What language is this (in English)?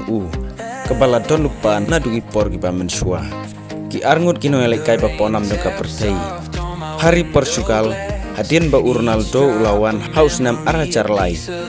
Khasi